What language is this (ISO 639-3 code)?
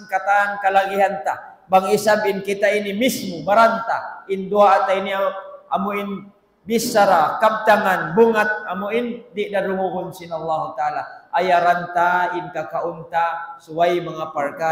tsg